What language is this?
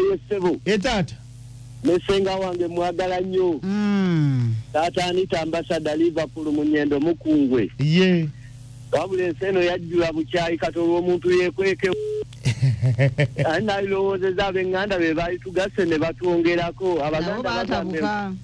Ganda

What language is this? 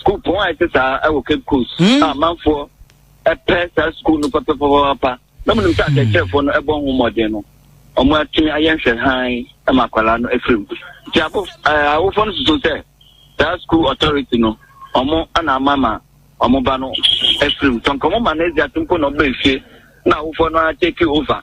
Akan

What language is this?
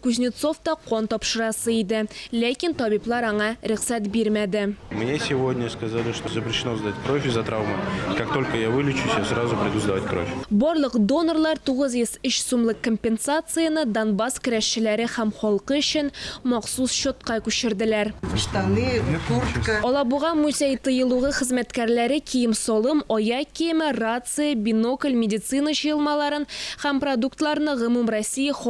Tatar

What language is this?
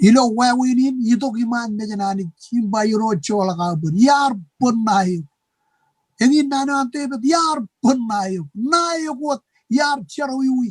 Marshallese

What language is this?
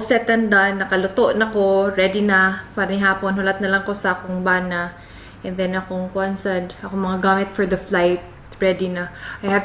Cebuano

